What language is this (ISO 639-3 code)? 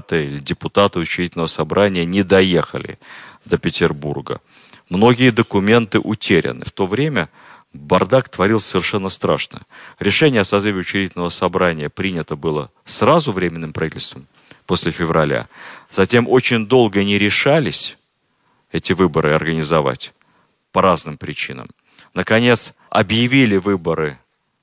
rus